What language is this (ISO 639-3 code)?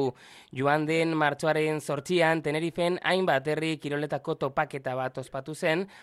eus